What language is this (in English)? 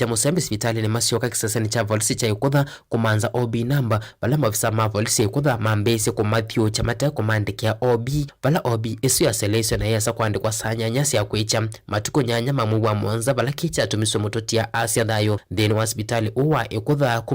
Kamba